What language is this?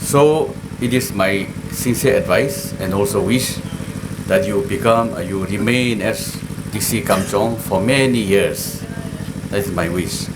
Tangkhul Naga (India)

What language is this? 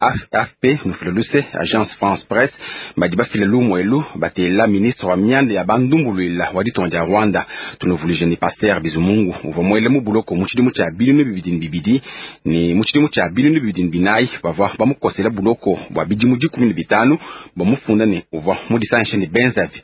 Luba-Lulua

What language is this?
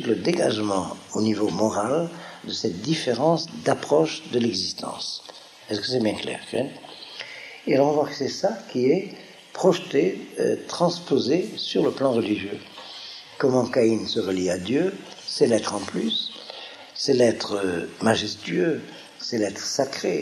French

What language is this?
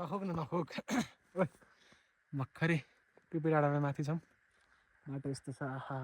Nepali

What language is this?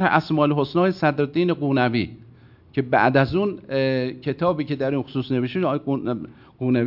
Persian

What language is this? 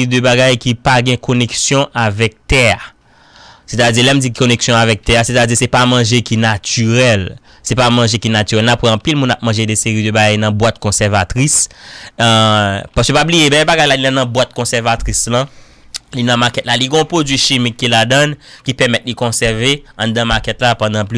Haitian Creole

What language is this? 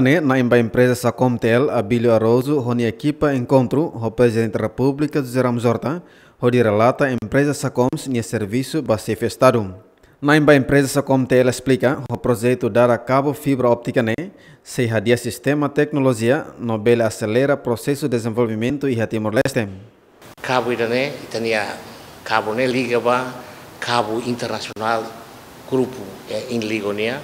Tetum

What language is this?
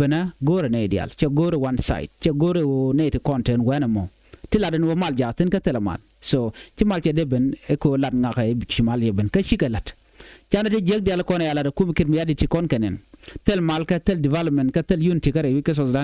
Nuer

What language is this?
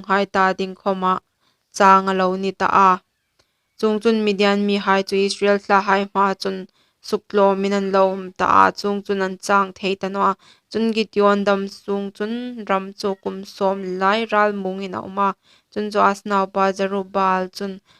Hmar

